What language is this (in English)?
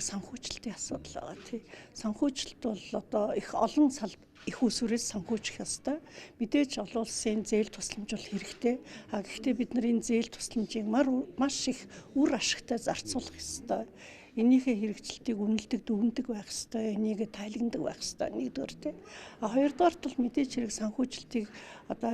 Mongolian